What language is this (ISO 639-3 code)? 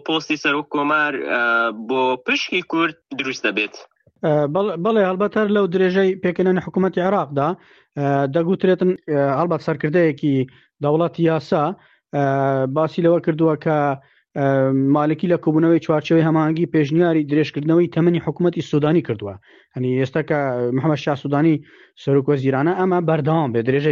ckb